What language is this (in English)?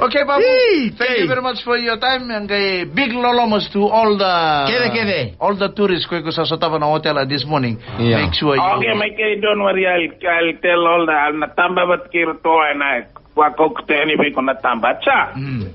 Fijian